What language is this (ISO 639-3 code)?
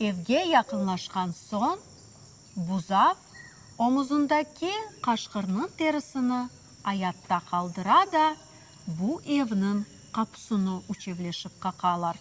crh